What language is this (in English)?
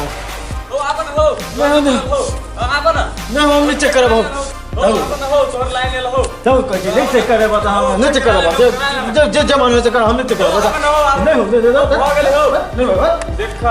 Maithili